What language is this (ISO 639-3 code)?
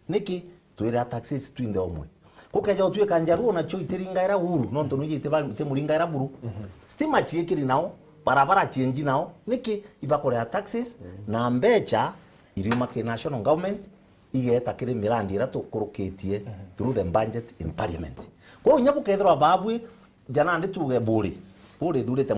mer